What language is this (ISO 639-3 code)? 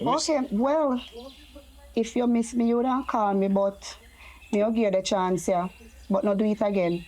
jam